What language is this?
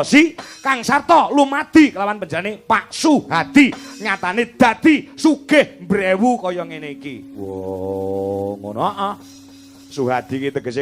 Javanese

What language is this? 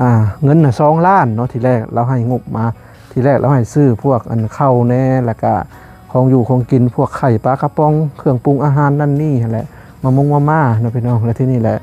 Lao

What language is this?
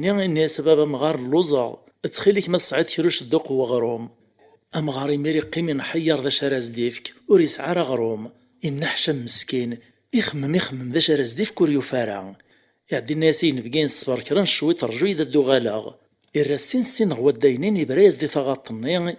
Kabyle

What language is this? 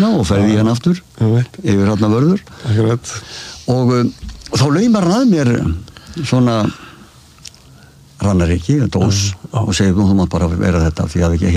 Icelandic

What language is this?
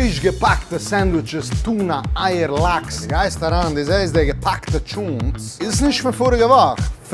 Yiddish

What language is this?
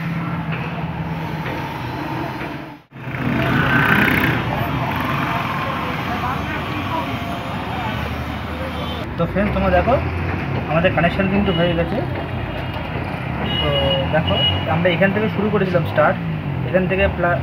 Bangla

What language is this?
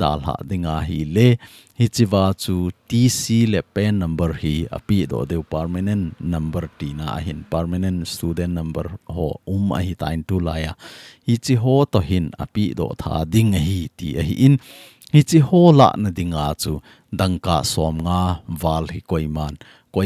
Thado Chin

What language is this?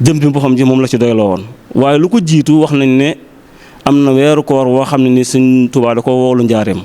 Wolof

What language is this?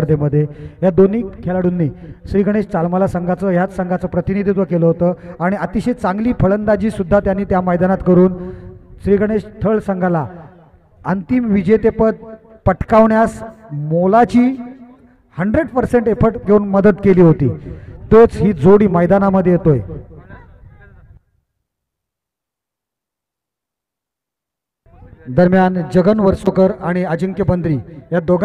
Marathi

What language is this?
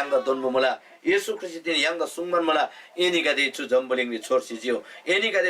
Eastern Tamang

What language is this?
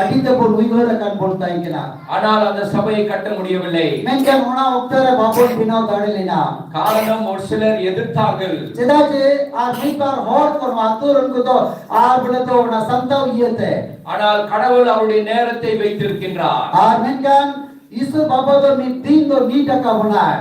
Santali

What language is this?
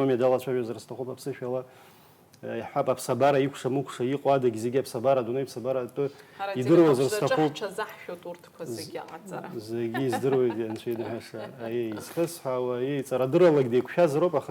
Abkhazian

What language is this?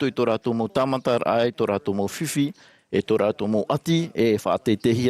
Tahitian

